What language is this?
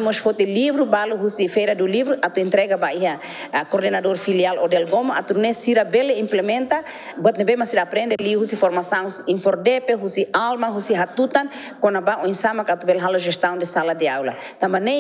Tetum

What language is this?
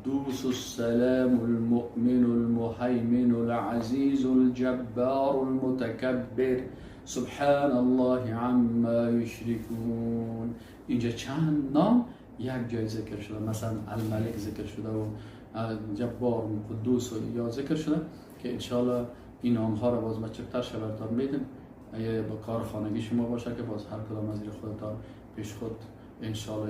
Persian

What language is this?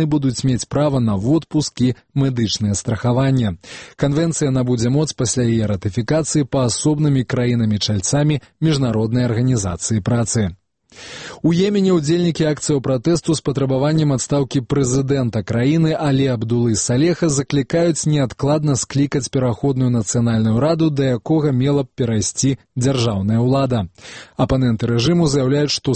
Belarusian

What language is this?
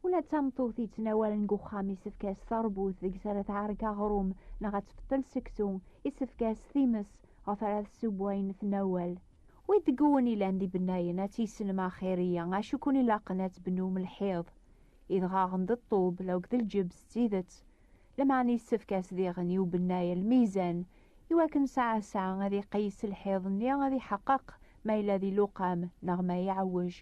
Kabyle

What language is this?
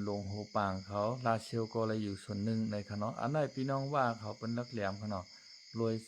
Shan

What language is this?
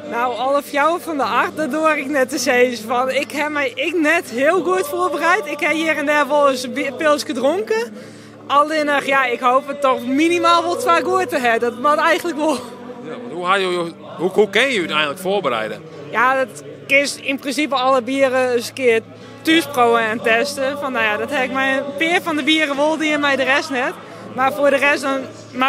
Western Frisian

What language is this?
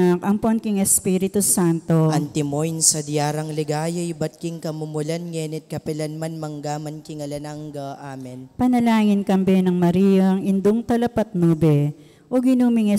Pampanga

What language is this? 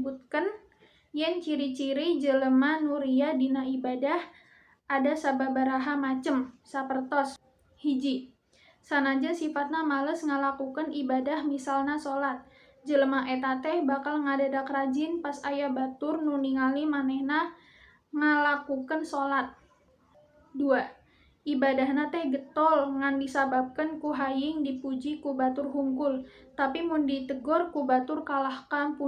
Sundanese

